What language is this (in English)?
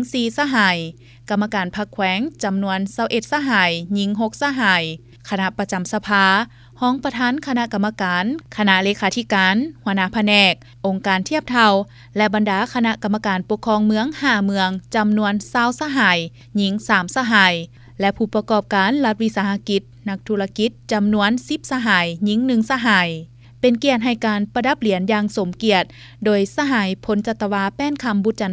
Lao